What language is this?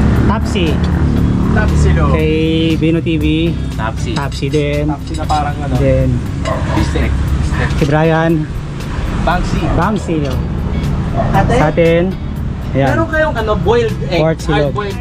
Filipino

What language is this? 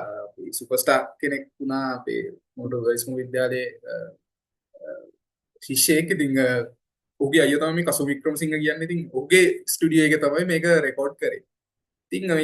Sinhala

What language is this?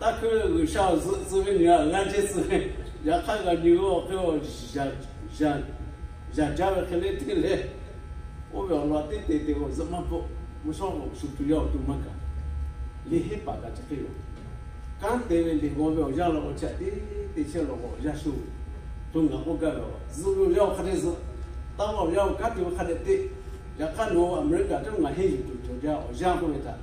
Lahu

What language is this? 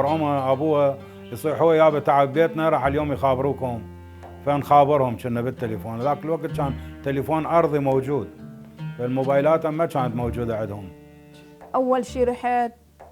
Mesopotamian Arabic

